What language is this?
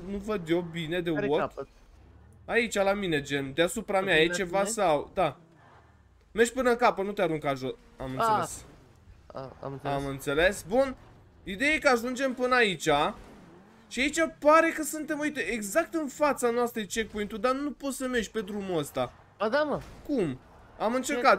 Romanian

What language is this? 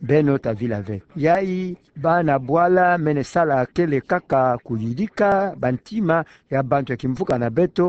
Kituba (Democratic Republic of Congo)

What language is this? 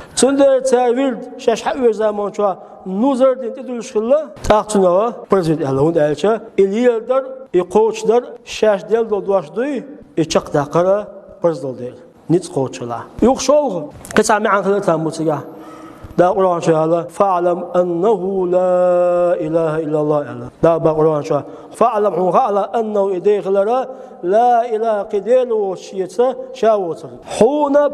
Chechen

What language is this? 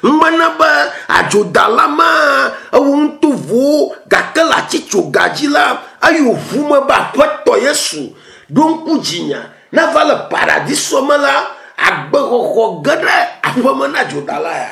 Ewe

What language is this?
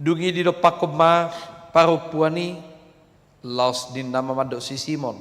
Batak Toba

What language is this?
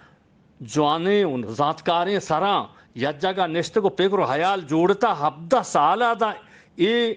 Eastern Balochi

